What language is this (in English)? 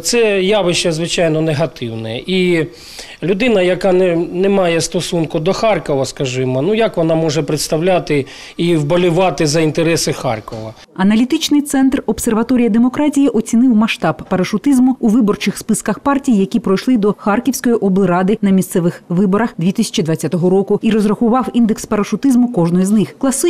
Ukrainian